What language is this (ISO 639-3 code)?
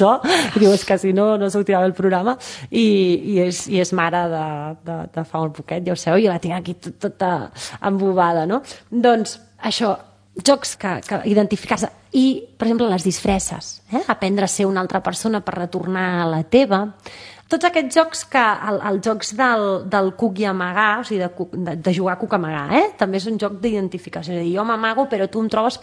cat